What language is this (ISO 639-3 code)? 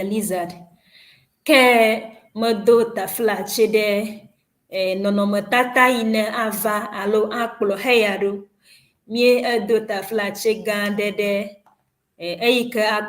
ewe